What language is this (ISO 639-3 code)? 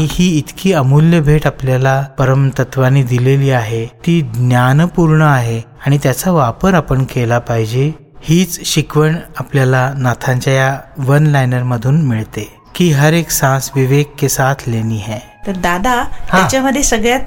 mar